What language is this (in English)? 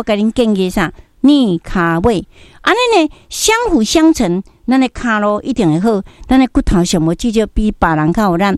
Min Nan Chinese